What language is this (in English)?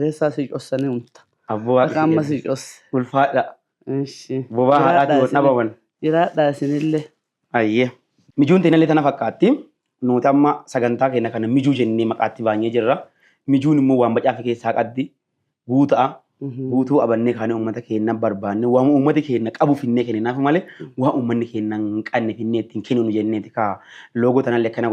Oromo